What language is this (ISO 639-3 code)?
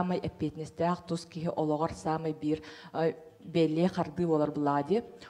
sah